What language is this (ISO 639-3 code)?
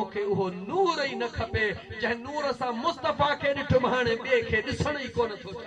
snd